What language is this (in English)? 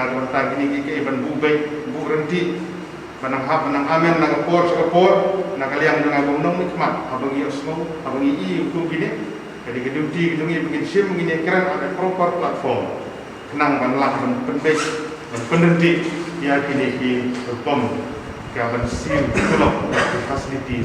Khasi